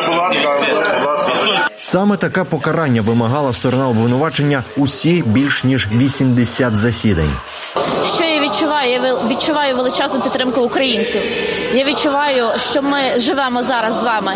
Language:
Ukrainian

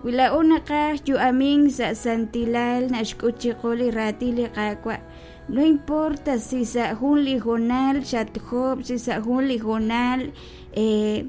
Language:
Kekchí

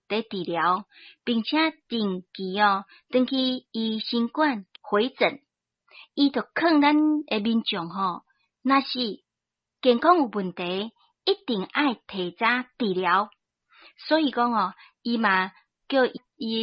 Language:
Min Nan Chinese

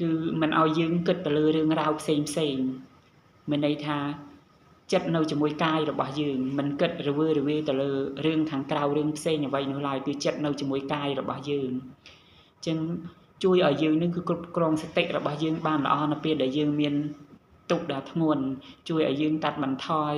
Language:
Khmer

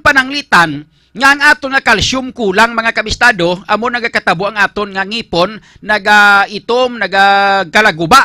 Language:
Hiligaynon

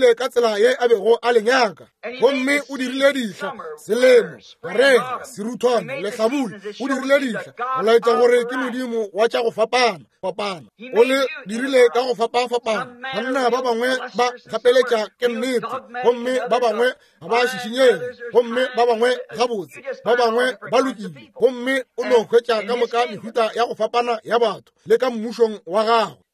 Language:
Northern Sotho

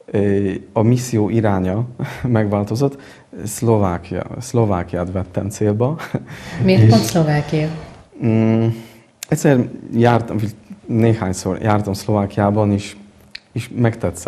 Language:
Hungarian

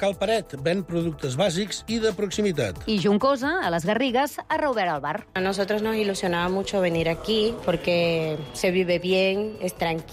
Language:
Catalan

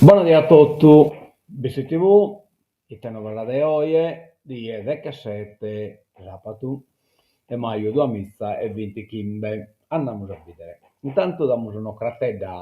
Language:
Sardinian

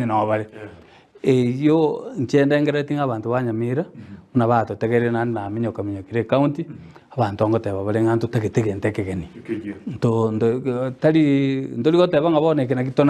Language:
Gusii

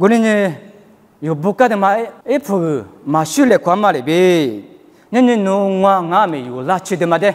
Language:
Lisu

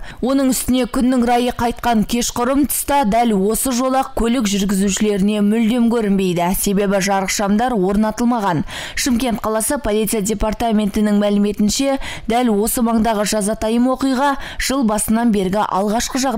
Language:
Kazakh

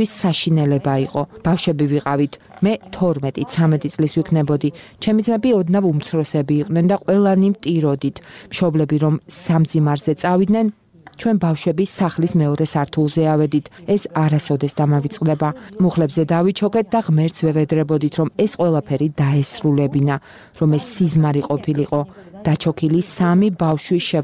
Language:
Georgian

